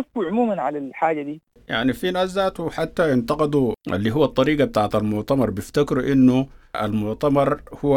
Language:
Sudanese Arabic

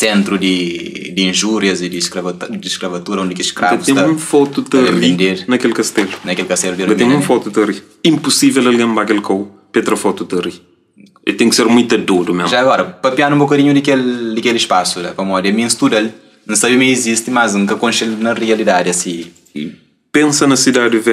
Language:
Kabuverdianu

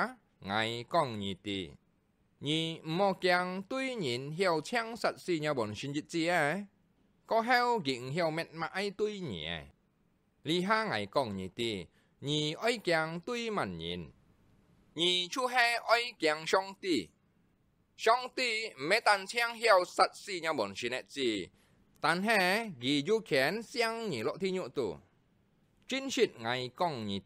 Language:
Hakka Chinese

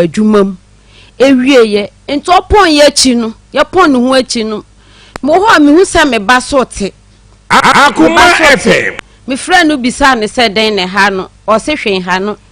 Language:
Akan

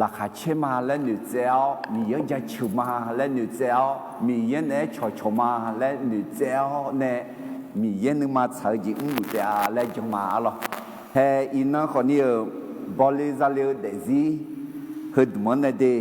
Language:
Akha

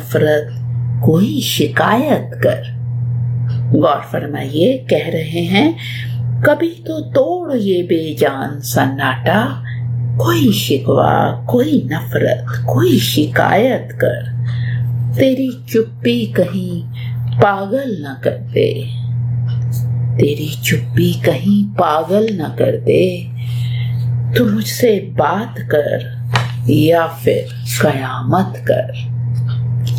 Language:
Urdu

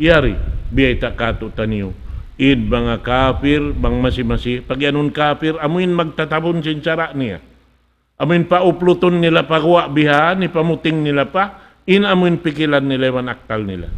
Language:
Tausug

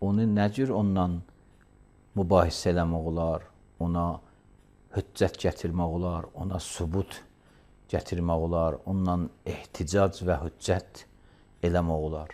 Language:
Azerbaijani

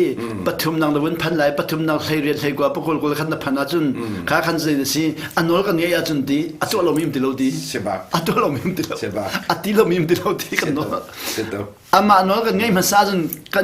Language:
Hakha Chin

